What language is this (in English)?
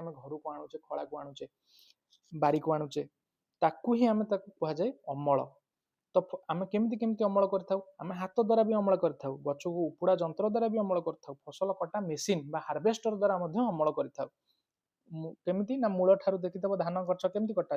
Odia